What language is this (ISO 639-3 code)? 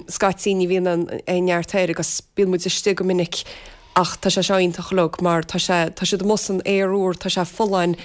gle